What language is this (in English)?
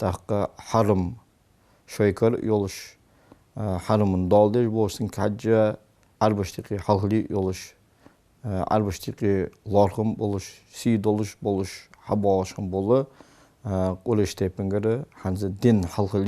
Ingush